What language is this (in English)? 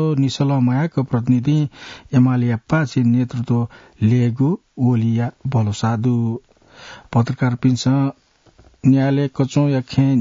Newari